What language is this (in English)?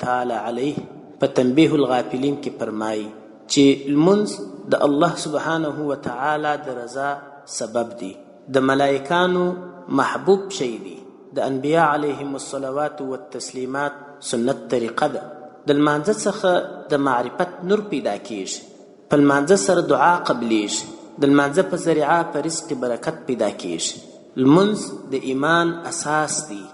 Pashto